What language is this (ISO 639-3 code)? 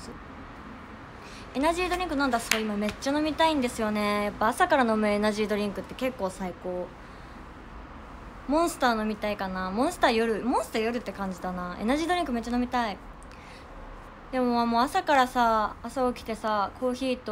jpn